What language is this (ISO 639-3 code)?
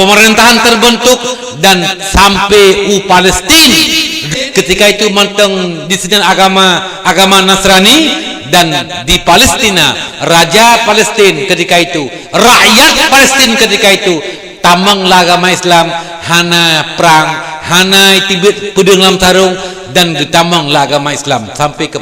ace